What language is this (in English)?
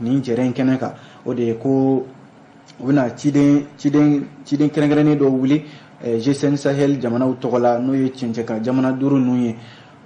Bambara